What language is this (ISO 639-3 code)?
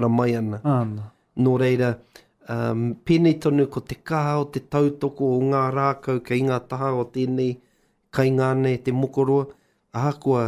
mri